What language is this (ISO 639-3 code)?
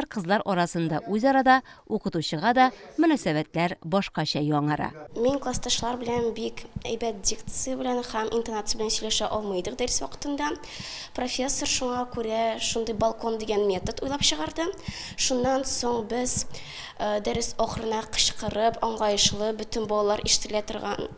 tat